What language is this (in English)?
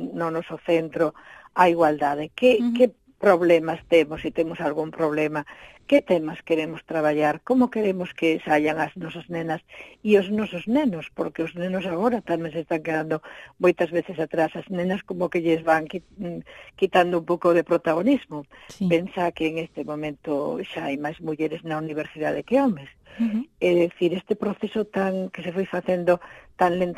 Galician